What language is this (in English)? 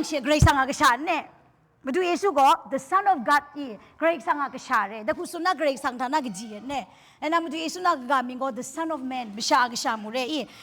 Kachin